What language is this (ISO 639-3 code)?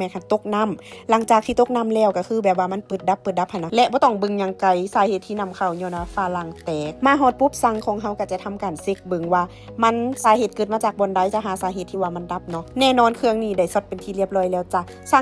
lao